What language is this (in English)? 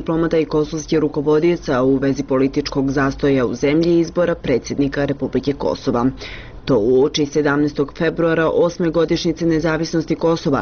Bosnian